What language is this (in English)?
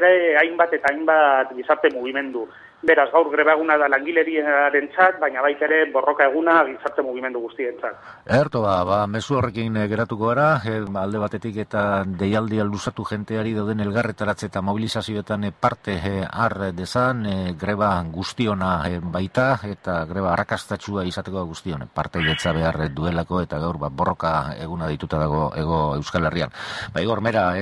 Basque